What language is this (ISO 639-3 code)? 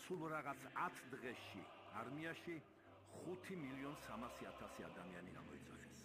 kat